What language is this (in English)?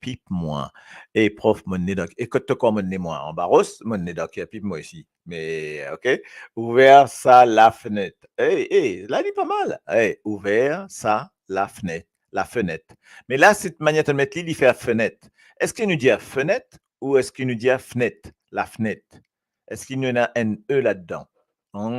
Morisyen